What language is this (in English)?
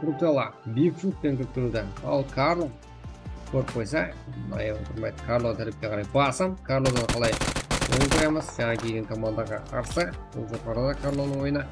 Kara-Kalpak